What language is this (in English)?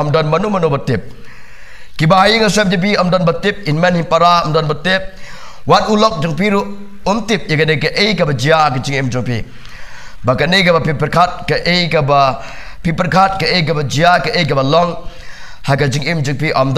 Khasi